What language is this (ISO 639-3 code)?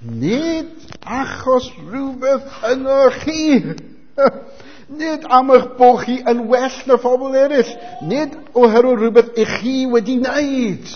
cym